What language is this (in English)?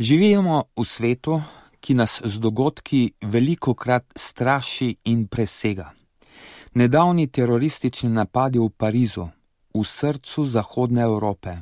Slovenian